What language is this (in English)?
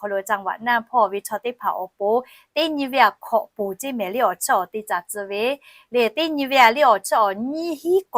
Lahu